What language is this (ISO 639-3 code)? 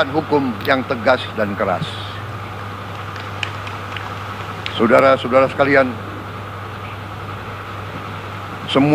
ind